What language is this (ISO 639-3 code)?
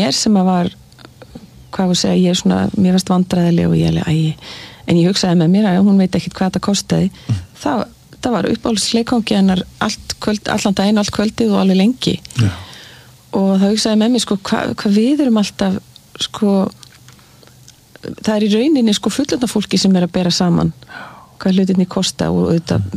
isl